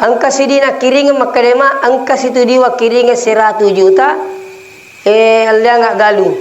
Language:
Buginese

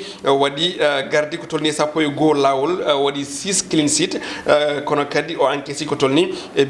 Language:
Fula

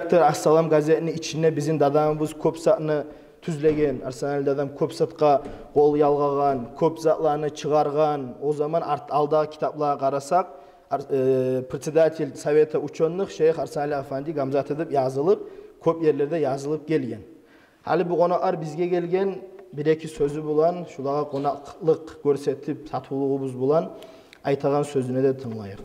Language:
Kumyk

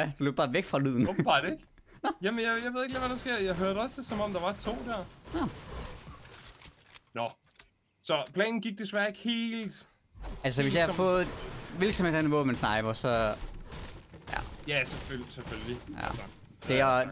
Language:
Danish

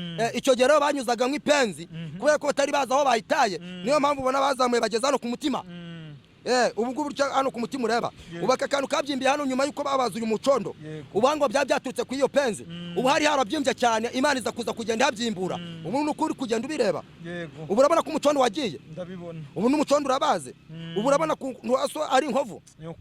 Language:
Kinyarwanda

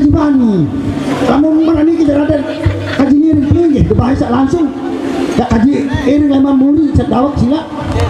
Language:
Sasak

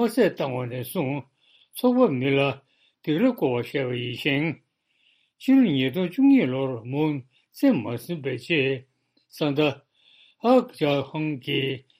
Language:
Tibetan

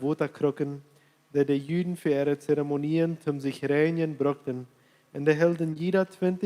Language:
Plautdietsch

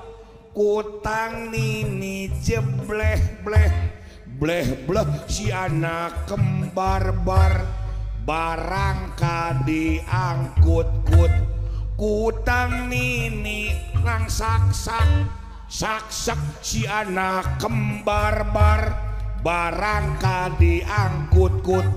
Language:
Sundanese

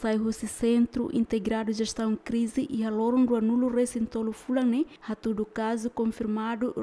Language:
Tetum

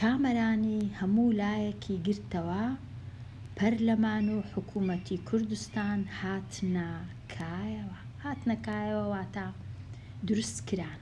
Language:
Central Kurdish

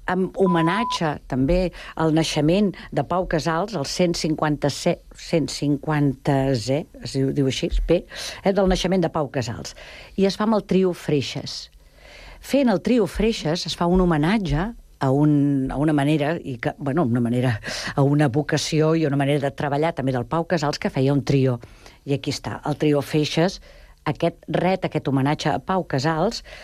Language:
Catalan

